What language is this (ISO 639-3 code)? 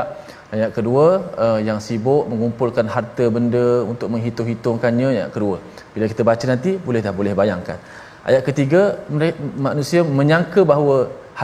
msa